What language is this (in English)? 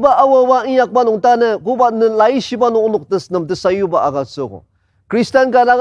Ao Naga